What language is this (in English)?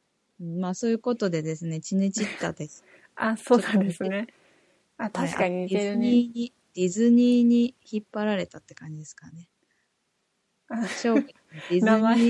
Japanese